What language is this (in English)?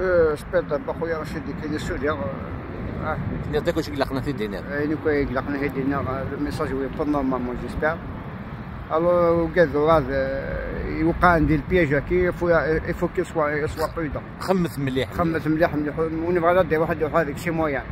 Kabyle